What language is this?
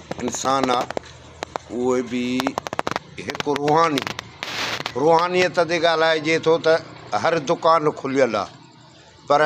Sindhi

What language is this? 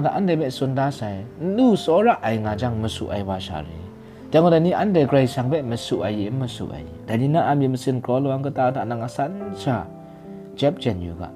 Kachin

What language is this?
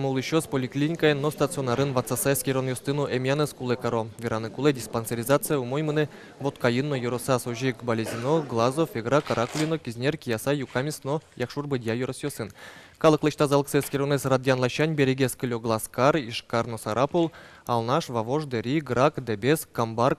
Udmurt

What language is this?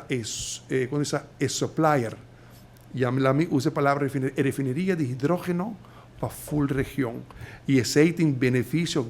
Papiamento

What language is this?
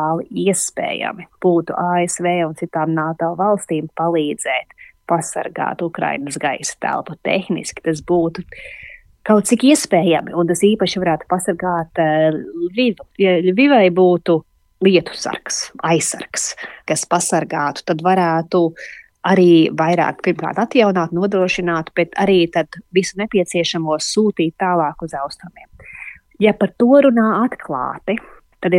Latvian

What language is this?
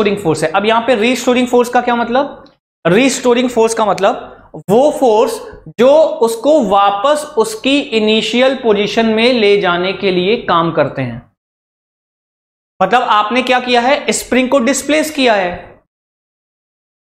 Hindi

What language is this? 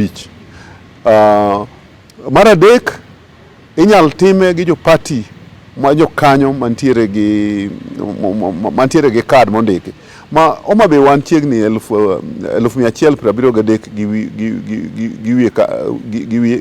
Luo (Kenya and Tanzania)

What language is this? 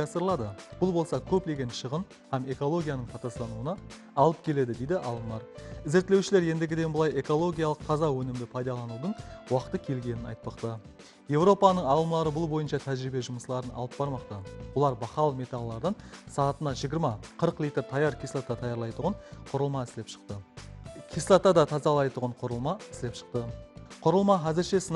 Kara-Kalpak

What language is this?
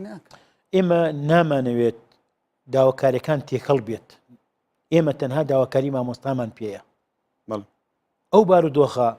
Central Kurdish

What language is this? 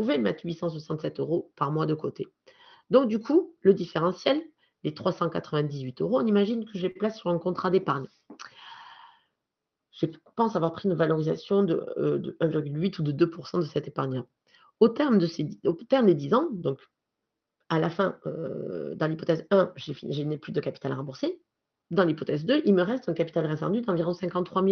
French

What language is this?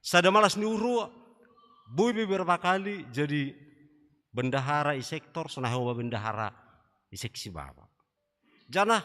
Batak Simalungun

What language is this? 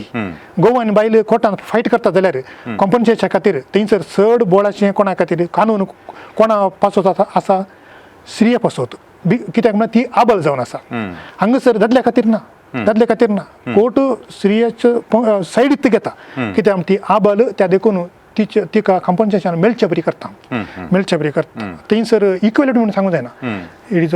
Konkani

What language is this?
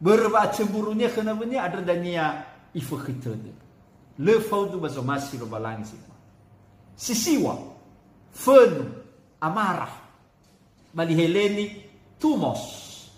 Nias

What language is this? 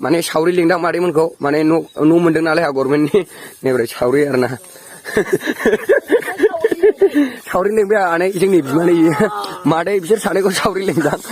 Bodo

